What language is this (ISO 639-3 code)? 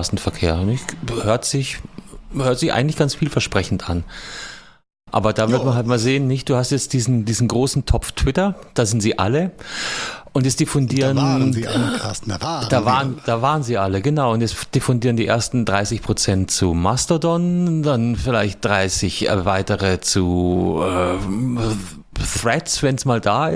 deu